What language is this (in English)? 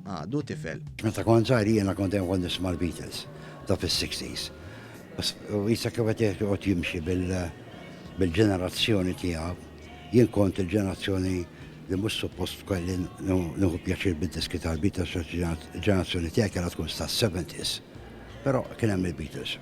Maltese